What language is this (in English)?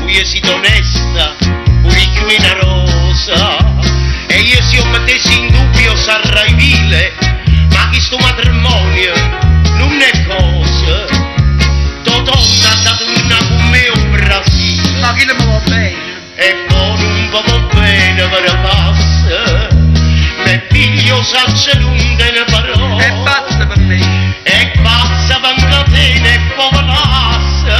Neapolitan